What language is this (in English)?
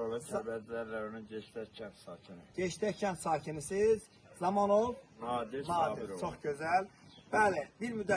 Azerbaijani